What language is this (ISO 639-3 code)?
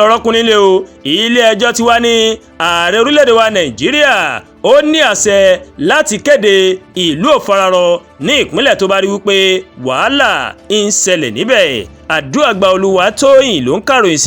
yor